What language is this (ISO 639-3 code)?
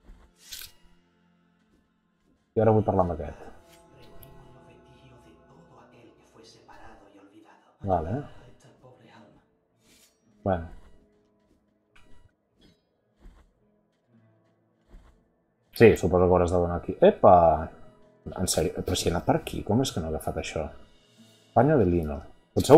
cat